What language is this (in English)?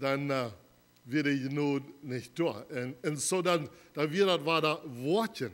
Plautdietsch